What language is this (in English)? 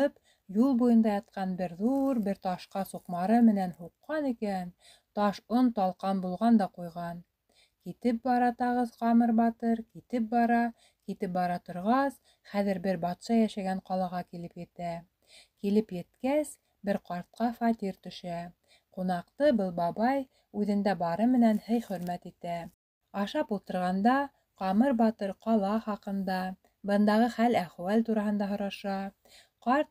Bashkir